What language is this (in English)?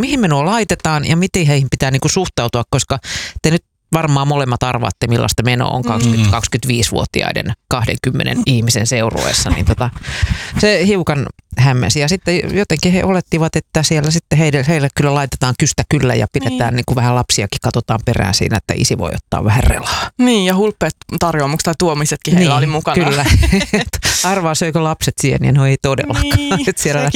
Finnish